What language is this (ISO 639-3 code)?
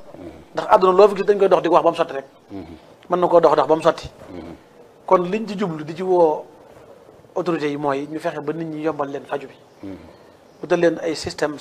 wol